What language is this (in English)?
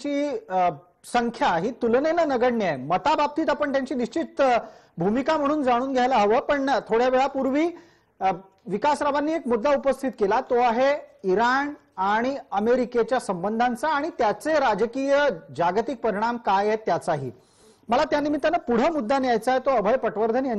Marathi